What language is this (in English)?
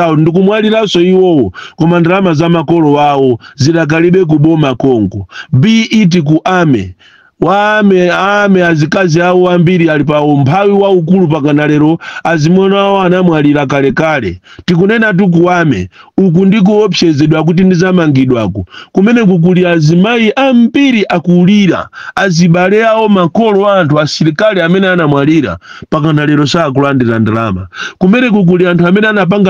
Nyanja